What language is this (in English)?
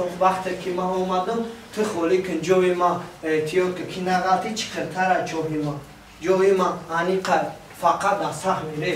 Tajik